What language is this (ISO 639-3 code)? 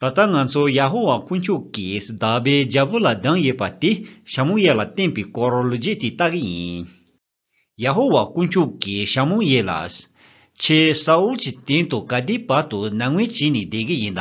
bod